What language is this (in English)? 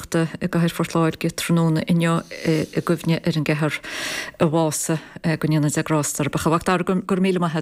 Irish